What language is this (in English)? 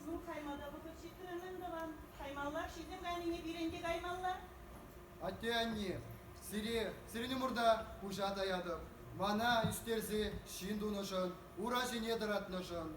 Chuvash